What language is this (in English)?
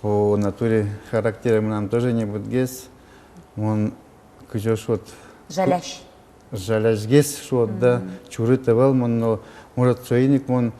Udmurt